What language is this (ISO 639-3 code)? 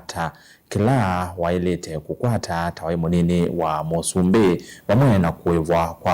kam